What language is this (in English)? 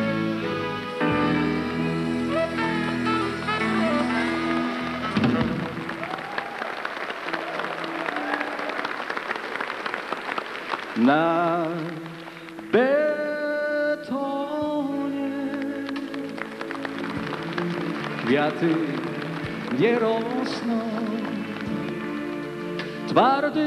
Polish